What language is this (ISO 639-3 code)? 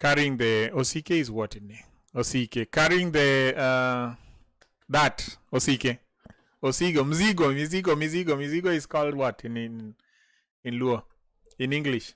luo